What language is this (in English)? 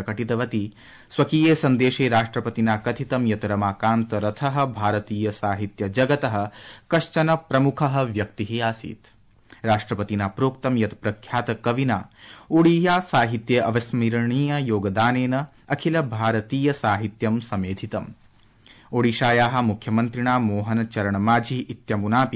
Sanskrit